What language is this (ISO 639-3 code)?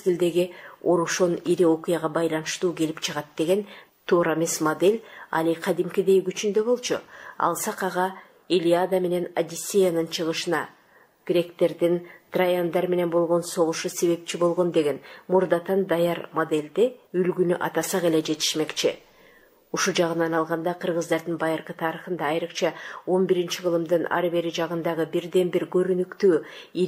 kir